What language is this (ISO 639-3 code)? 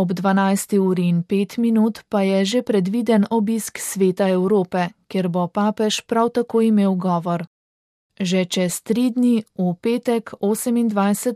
slv